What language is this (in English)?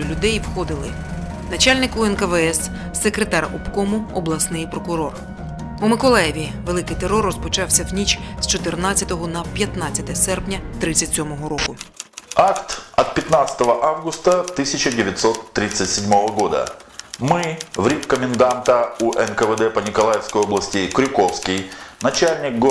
Ukrainian